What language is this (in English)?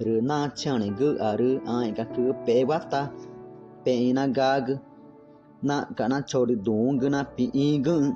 Ticuna